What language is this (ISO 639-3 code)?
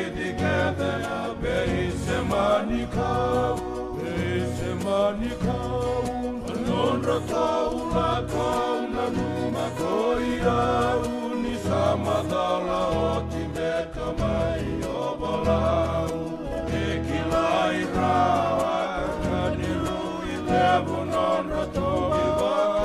fij